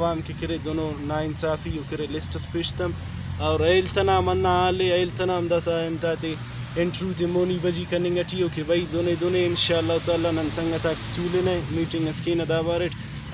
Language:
Brahui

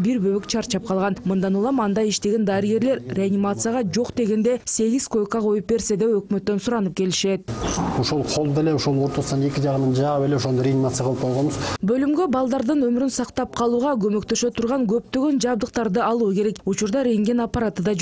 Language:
Kyrgyz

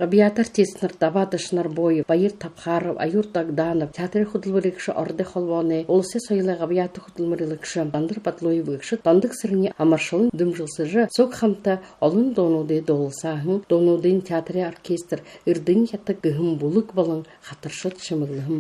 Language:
Buriat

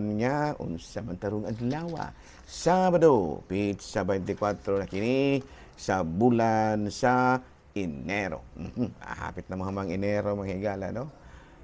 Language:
Cebuano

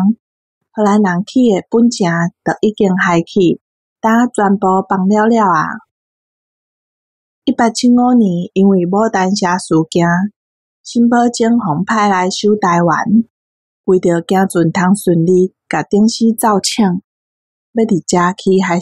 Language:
Min Nan Chinese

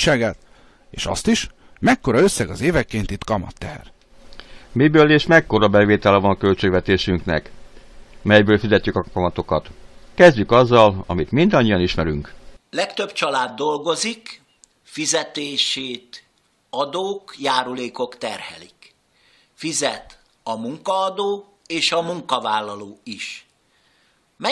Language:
Hungarian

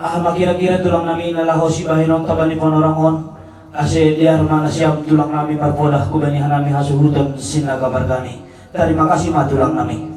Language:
Batak Simalungun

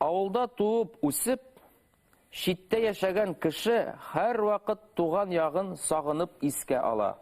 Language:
Bashkir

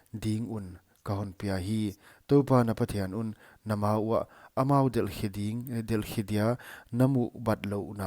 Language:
Paite Chin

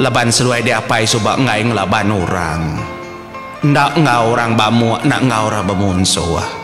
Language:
Iban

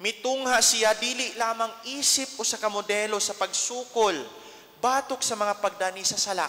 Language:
Cebuano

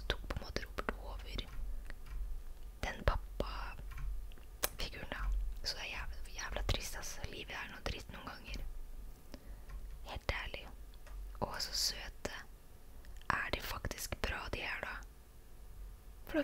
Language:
Norwegian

